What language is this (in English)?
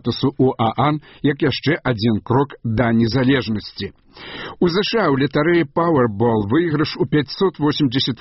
Belarusian